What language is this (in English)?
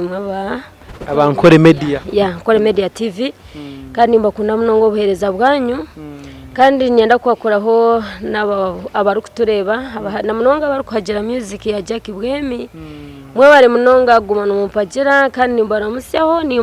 Nyankole